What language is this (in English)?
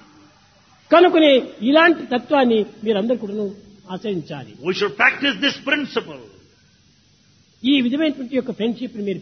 Telugu